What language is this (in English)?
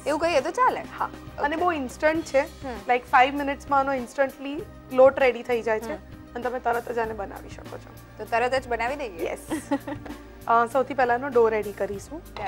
Gujarati